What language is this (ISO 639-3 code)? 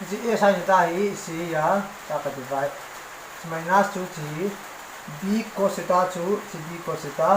tcz